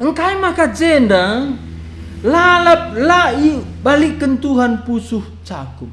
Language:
Batak Karo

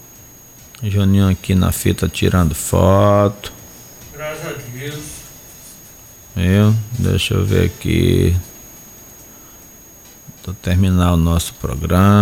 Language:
Portuguese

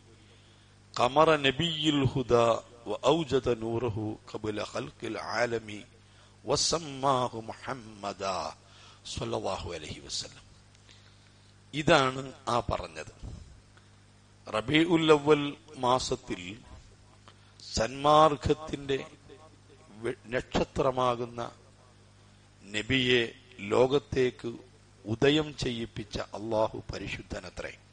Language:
Malayalam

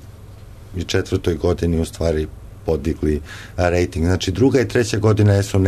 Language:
Serbian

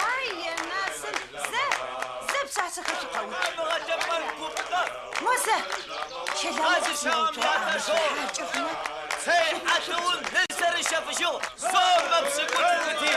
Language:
Adyghe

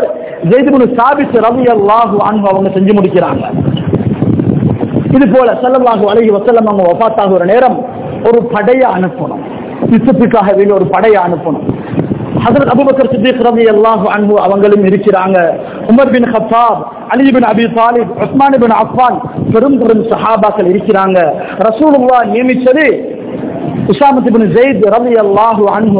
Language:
Tamil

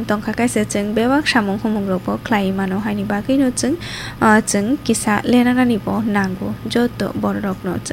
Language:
Kok Borok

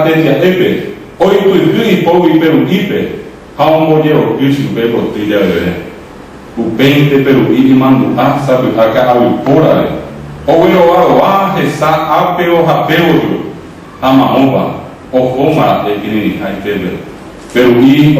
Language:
Guarani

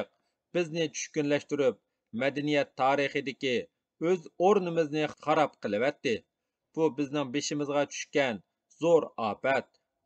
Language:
Uyghur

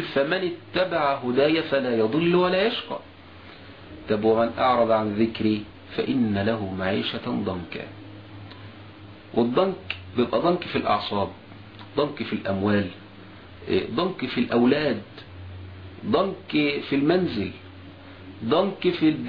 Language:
Egyptian Arabic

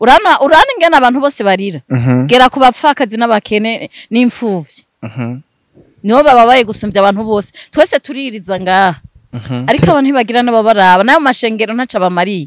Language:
Rundi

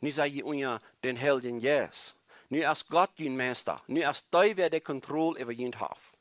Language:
Plautdietsch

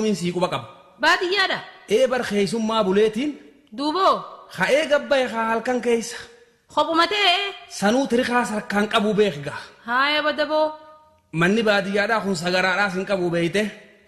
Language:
Oromo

